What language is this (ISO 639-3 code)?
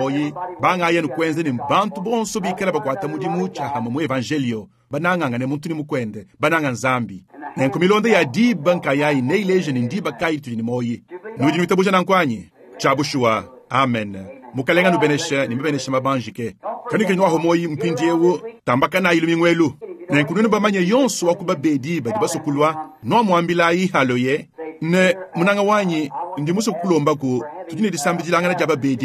lua